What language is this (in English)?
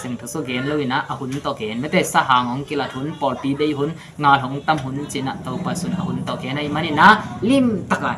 Tedim Chin